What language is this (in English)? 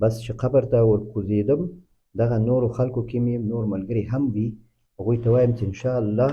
Pashto